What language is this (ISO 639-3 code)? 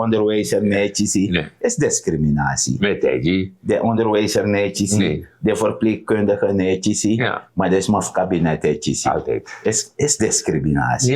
srn